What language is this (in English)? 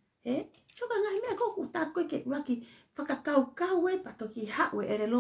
Tongan